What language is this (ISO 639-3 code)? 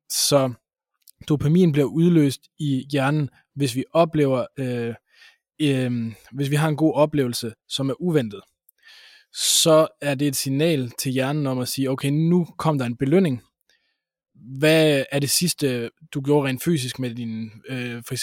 dan